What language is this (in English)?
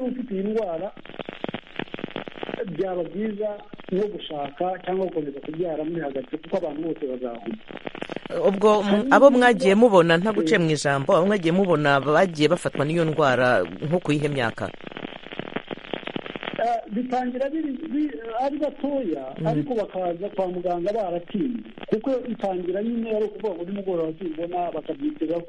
Kinyarwanda